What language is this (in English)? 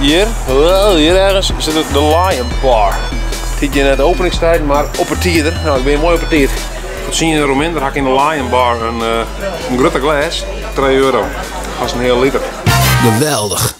Western Frisian